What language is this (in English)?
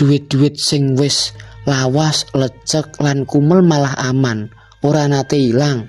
Javanese